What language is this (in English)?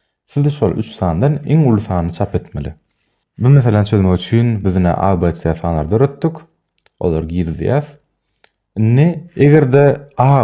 Turkmen